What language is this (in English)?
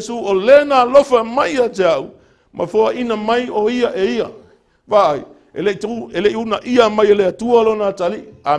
Samoan